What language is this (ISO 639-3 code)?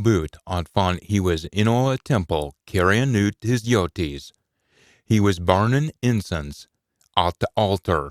sco